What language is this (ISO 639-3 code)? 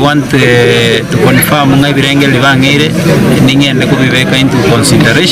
guz